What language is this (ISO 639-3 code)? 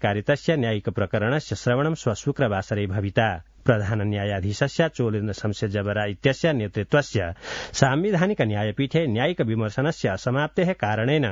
san